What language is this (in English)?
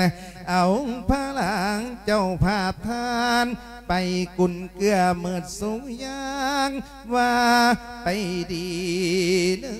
Lao